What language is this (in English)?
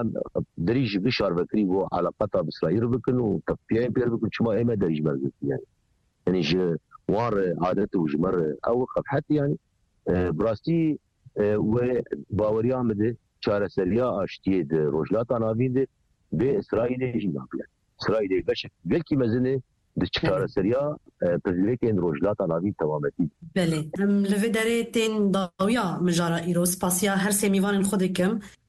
Kurdish